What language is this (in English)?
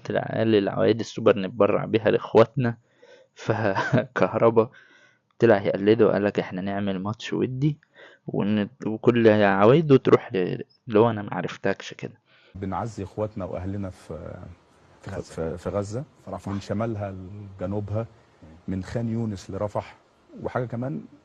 Egyptian Arabic